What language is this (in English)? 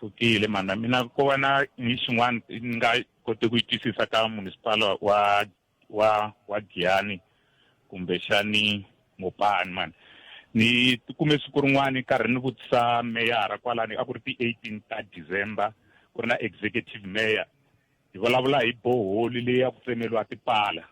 Tsonga